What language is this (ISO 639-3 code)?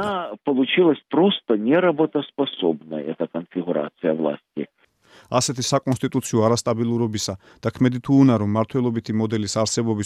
kat